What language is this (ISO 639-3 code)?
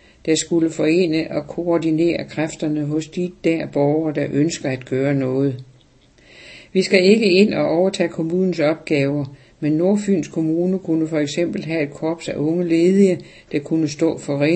dan